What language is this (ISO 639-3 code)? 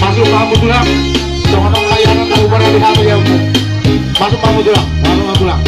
bbc